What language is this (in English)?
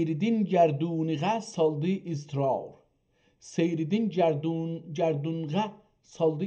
South Azerbaijani